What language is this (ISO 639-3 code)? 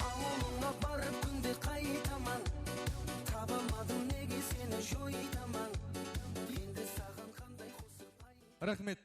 kaa